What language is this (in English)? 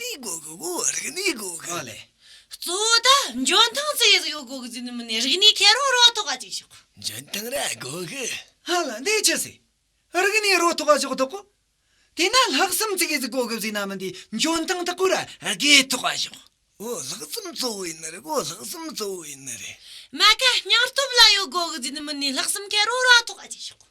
Amdo Tibetan